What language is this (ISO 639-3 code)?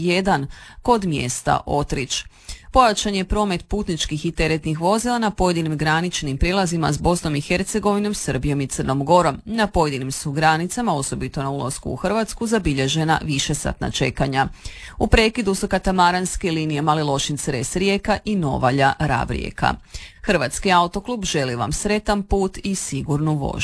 hrv